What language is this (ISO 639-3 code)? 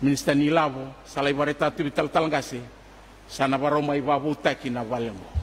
fij